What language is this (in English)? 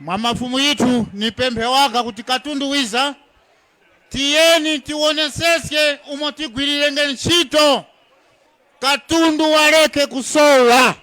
Tumbuka